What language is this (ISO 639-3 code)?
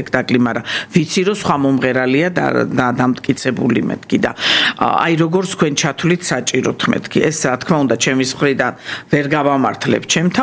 kat